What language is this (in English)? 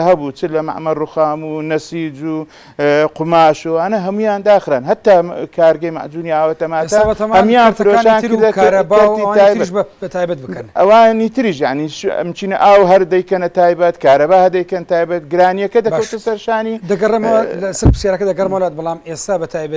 Central Kurdish